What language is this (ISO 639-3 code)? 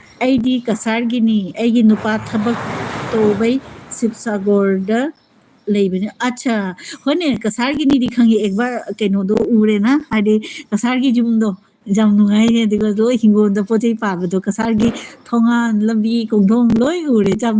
mni